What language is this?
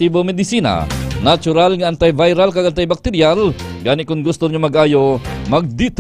Hiligaynon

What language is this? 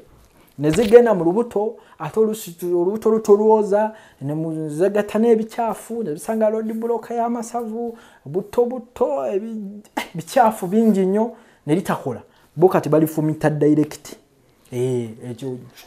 Ganda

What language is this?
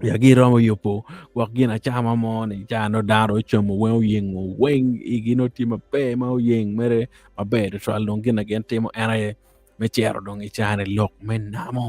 Acoli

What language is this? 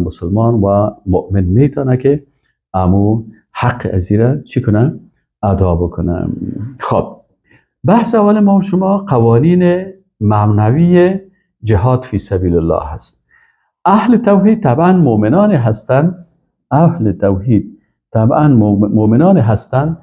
Persian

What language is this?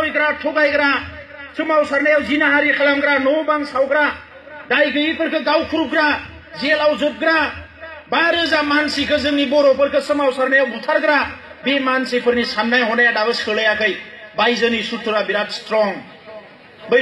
Bodo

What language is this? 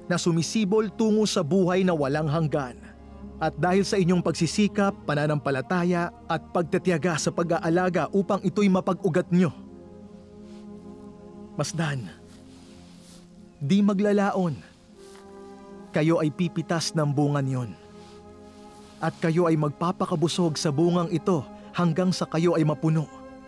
Filipino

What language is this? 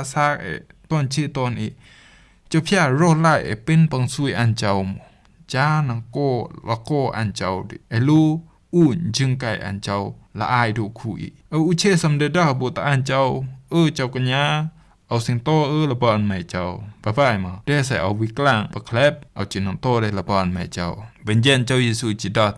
Rumai Palaung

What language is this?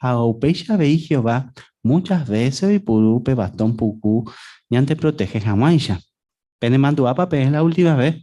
Guarani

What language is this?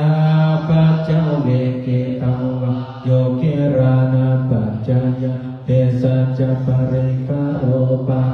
Pali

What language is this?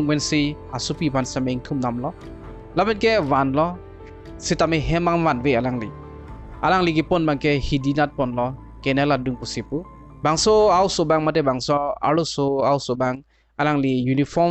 Karbi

